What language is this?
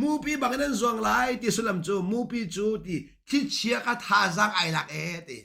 Hakha Chin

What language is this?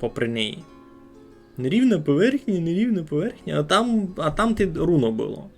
Rusyn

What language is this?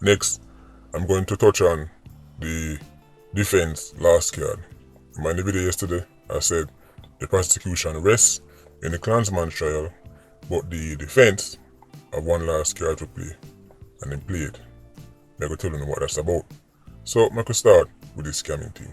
Jamaican Creole English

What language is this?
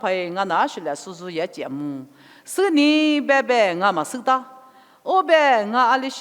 Lisu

